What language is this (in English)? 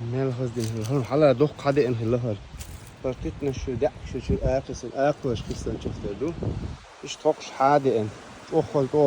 Chechen